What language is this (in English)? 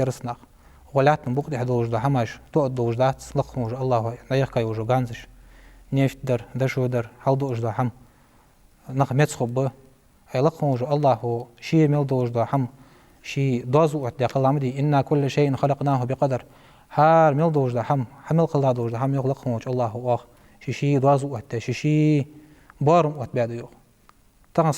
Ingush